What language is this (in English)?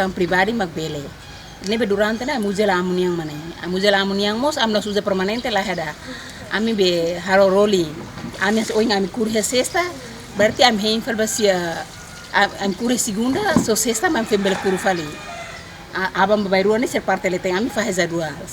Tetum